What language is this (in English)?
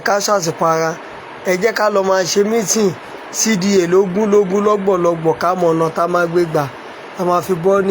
Yoruba